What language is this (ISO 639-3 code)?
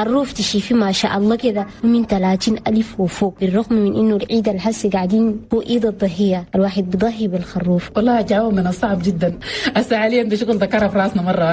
shu